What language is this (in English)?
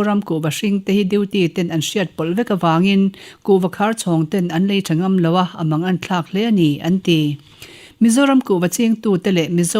Mizo